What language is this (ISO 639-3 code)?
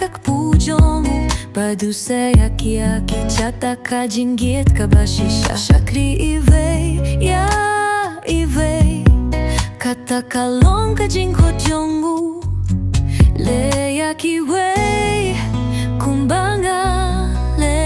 kha